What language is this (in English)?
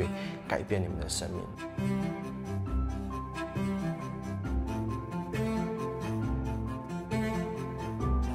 Chinese